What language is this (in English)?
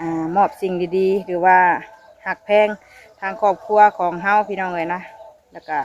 Northeastern Thai